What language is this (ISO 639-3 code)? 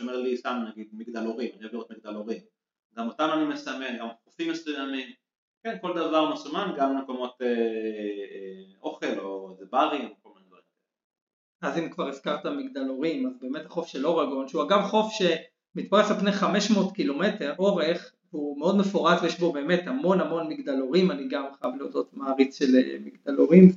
heb